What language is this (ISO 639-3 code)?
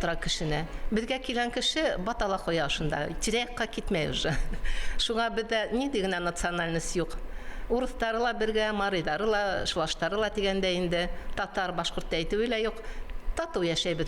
bak